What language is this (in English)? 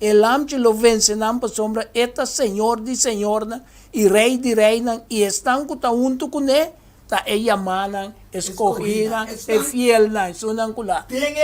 Papiamento